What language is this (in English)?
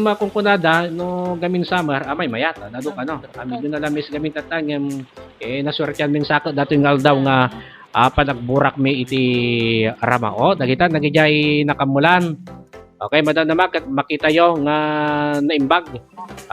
Iloko